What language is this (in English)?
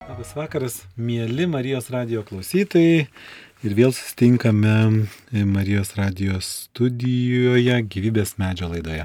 Lithuanian